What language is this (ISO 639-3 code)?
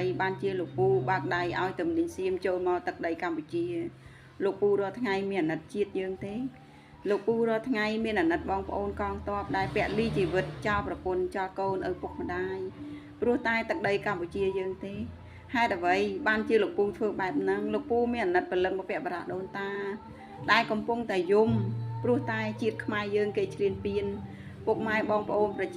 khm